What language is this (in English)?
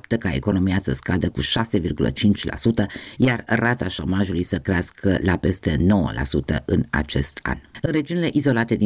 Romanian